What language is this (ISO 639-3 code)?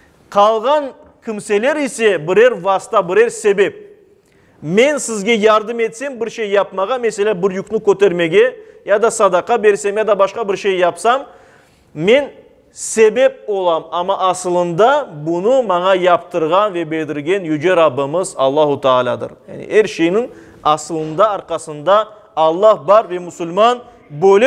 crh